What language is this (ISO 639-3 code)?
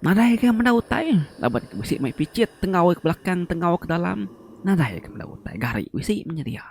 iba